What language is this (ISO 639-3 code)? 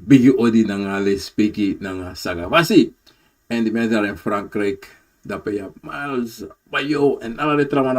srn